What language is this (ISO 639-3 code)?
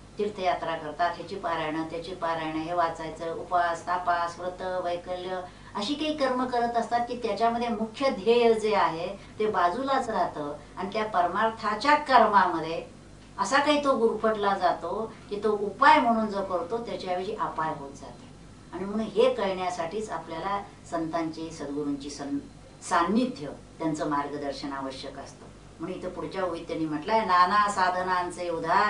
mar